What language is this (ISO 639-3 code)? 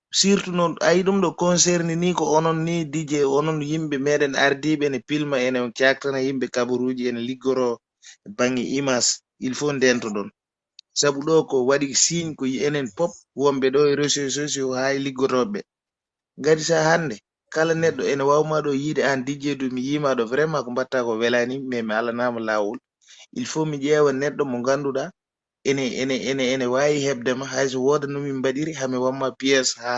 ful